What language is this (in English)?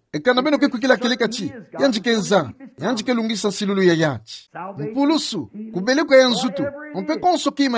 Kituba (Democratic Republic of Congo)